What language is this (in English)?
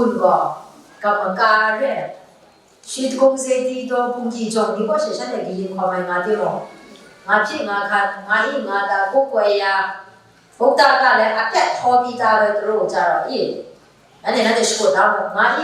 Kachin